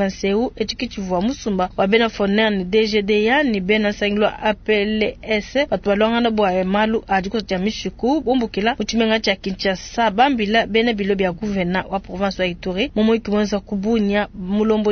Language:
Luba-Lulua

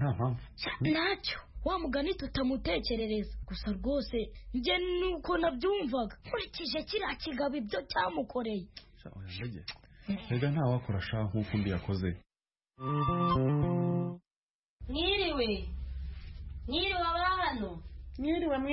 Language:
Kinyarwanda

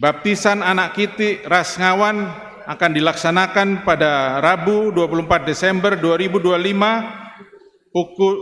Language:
Batak Karo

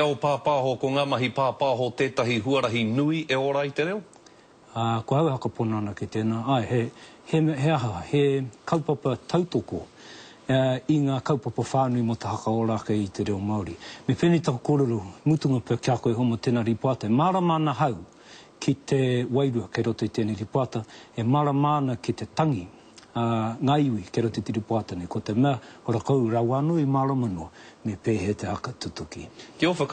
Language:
Māori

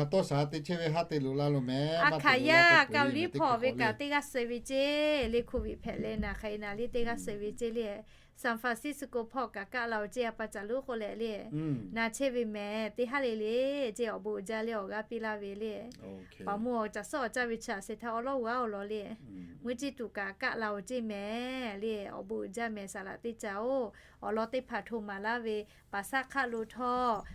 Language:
Lahu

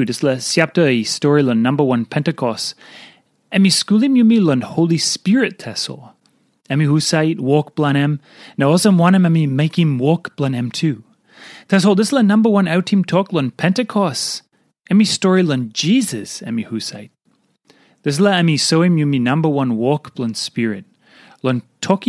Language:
Tok Pisin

